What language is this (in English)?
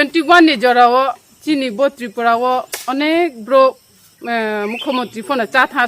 Riang (India)